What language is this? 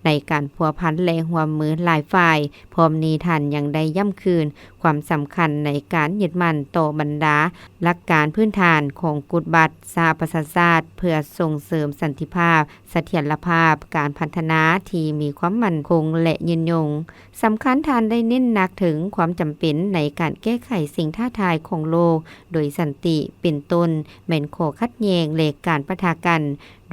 Lao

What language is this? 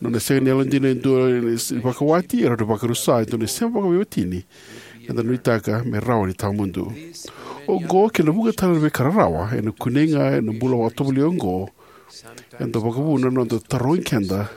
Fijian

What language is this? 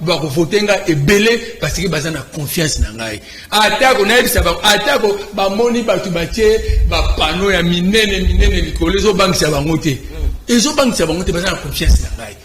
Lingala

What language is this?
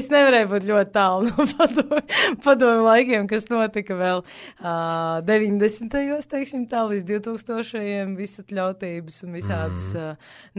Latvian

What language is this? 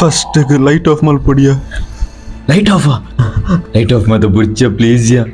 Tulu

